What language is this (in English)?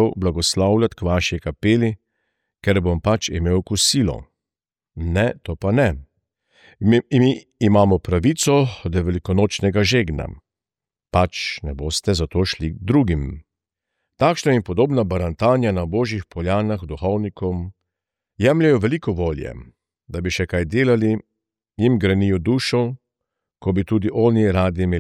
Slovenian